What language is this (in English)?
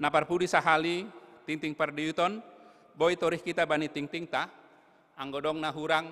Batak Simalungun